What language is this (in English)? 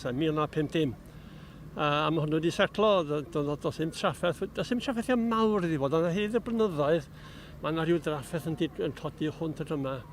Welsh